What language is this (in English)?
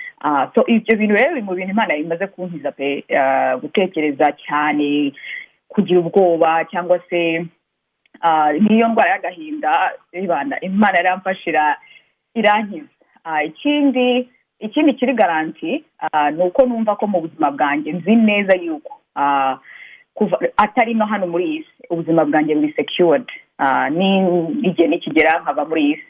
Kinyarwanda